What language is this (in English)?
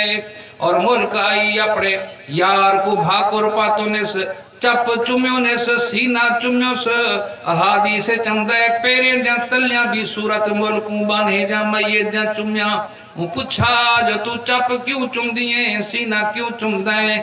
Saraiki